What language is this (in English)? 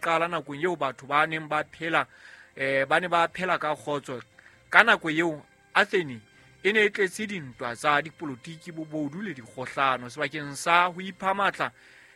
Southern Sotho